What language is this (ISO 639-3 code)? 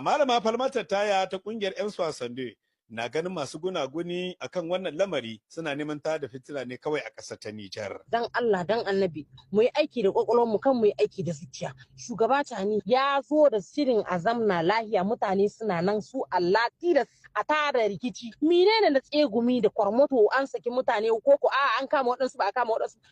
hau